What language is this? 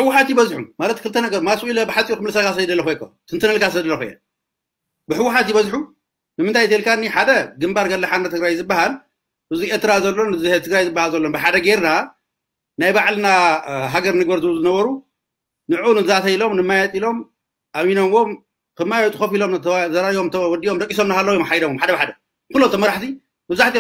Tigrinya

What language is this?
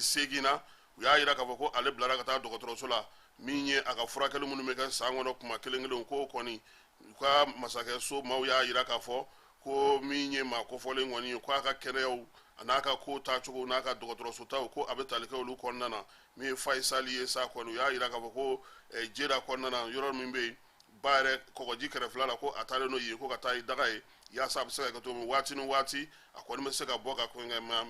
Bambara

